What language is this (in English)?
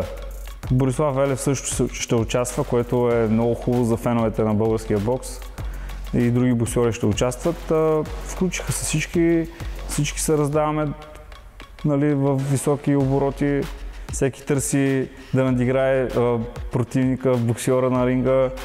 Bulgarian